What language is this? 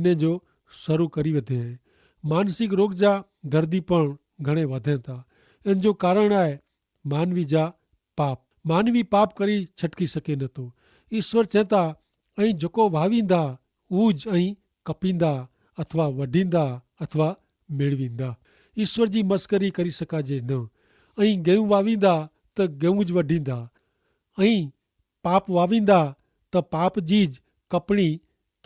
Kachhi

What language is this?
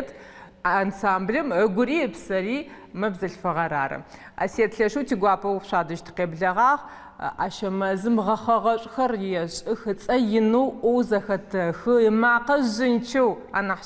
Adyghe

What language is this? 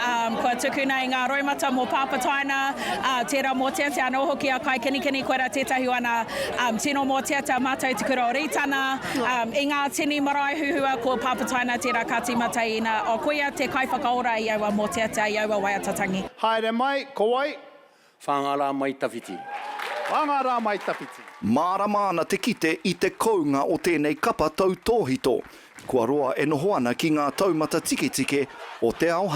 Māori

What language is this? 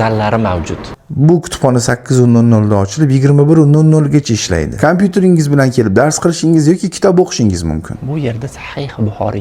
Uzbek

